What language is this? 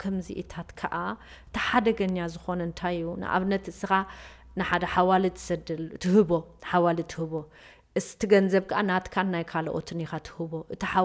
Tigrinya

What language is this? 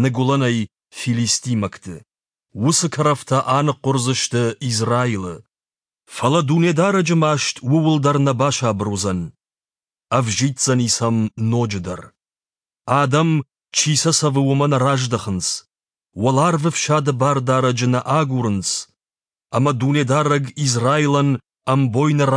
Ossetic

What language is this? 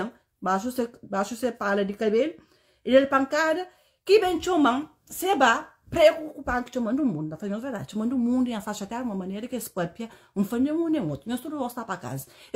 Kabuverdianu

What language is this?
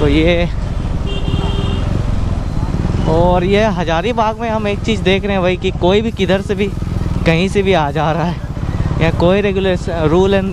Hindi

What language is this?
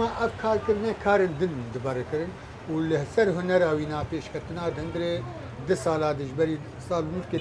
Kurdish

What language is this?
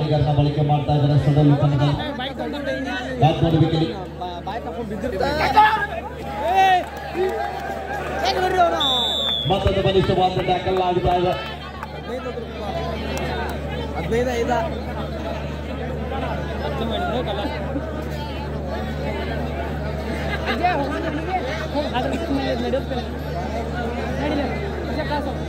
Kannada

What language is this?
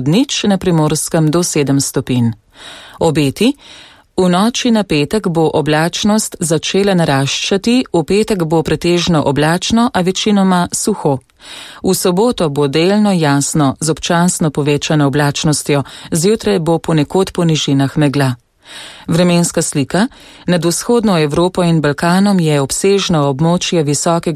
Slovenian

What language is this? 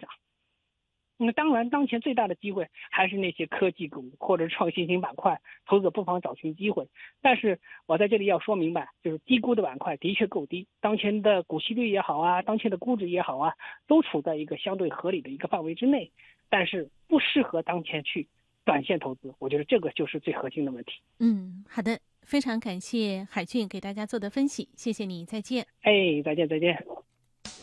Chinese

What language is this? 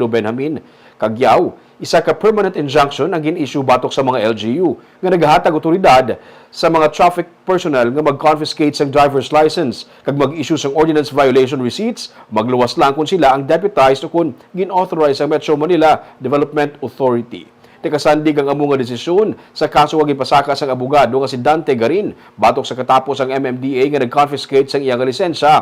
Hiligaynon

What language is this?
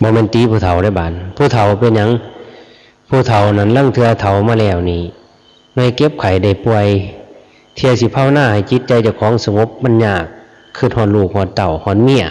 Lao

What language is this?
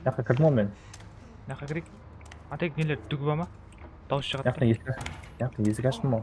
Kara-Kalpak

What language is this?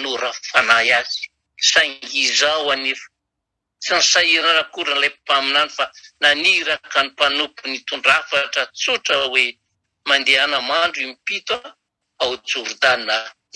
Malagasy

